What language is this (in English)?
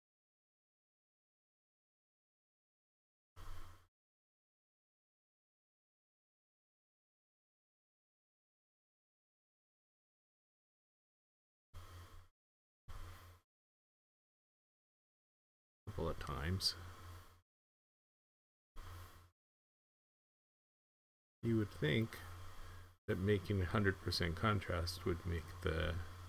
English